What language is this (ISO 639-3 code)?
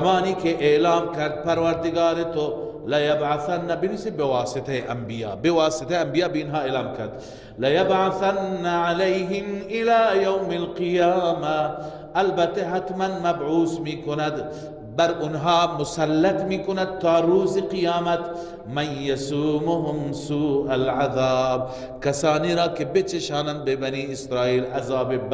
fas